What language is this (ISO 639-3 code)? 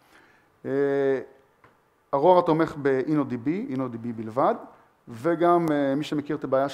heb